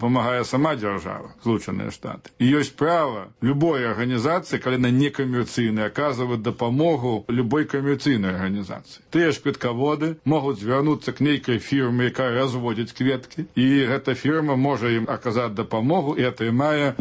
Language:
Belarusian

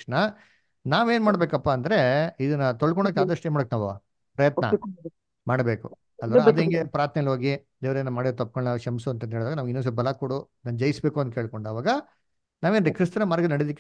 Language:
Kannada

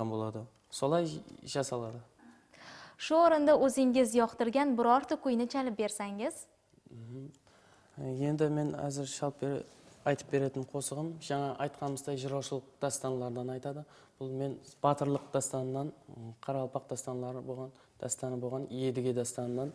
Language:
Kara-Kalpak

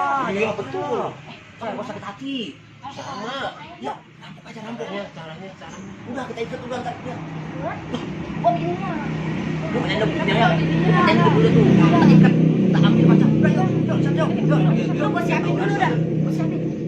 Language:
Betawi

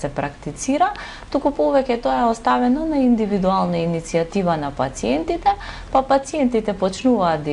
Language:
Macedonian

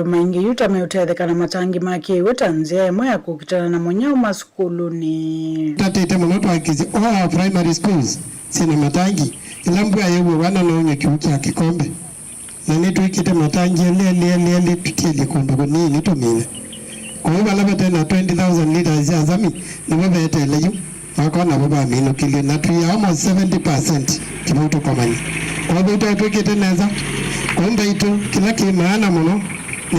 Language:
Kamba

